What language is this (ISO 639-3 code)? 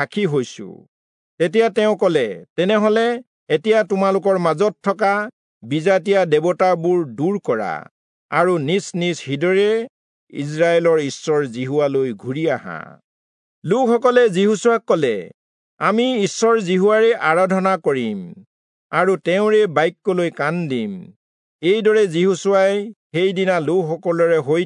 asm